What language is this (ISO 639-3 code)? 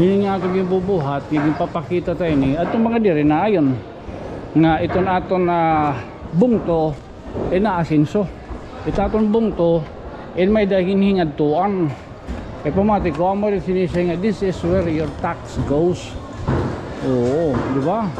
war